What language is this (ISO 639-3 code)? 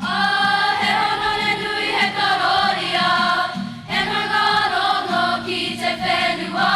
mri